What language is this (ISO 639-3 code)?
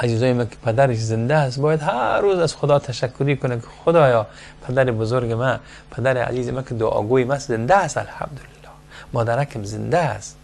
fas